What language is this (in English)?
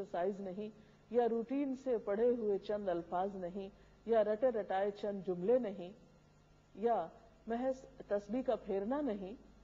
Urdu